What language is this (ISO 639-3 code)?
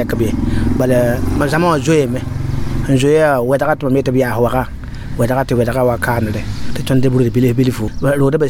mos